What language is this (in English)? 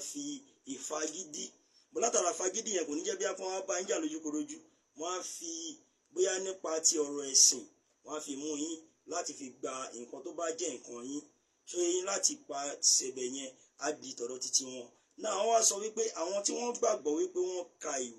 Yoruba